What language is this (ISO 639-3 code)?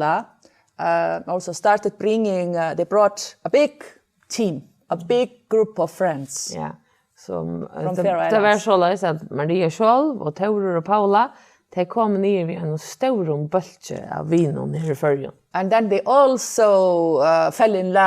fao